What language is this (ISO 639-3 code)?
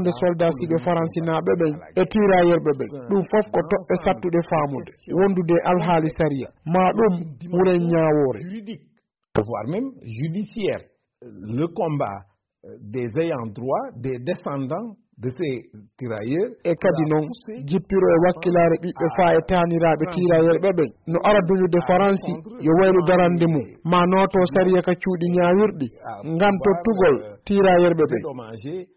ful